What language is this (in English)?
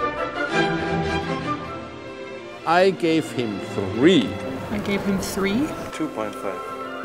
English